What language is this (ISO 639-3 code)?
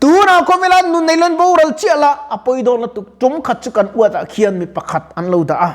lus